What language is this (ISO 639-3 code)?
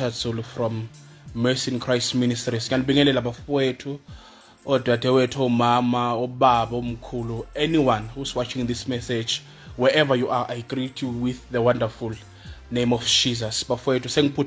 zul